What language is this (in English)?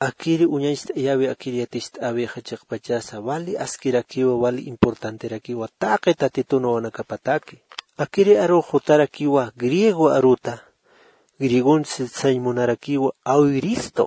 Aymara